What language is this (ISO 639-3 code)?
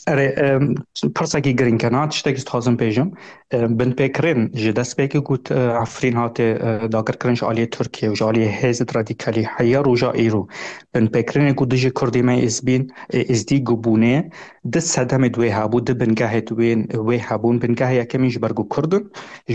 kur